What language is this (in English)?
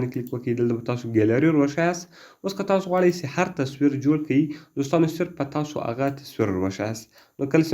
Pashto